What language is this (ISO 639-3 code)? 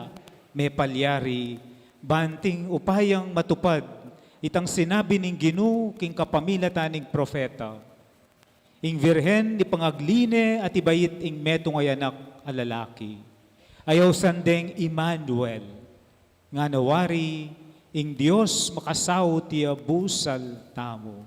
pam